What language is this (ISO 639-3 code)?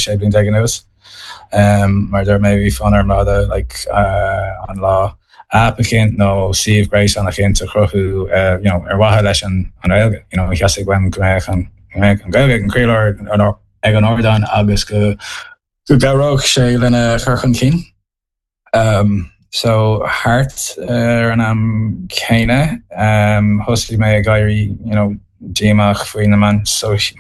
gle